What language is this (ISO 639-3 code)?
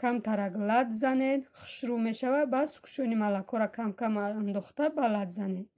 tgk